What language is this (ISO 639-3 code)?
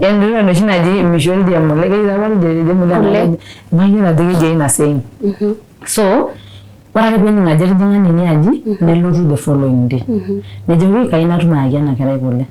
mas